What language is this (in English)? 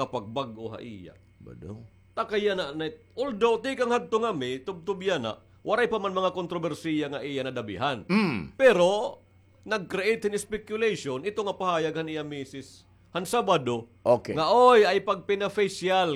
Waray